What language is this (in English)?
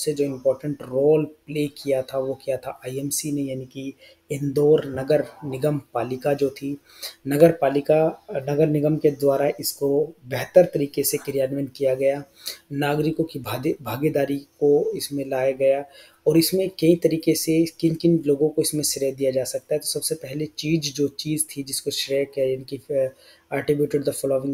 Hindi